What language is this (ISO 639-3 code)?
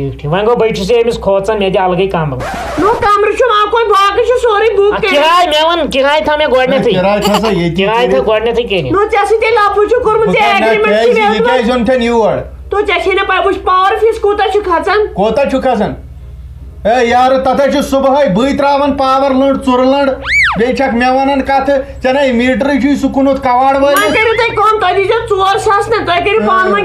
kas